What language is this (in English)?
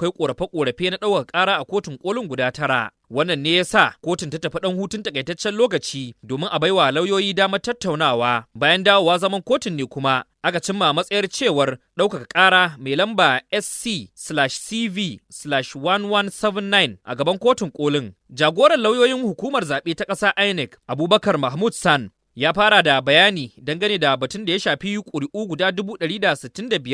Hausa